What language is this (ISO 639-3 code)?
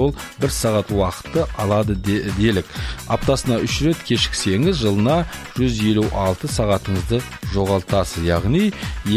kaz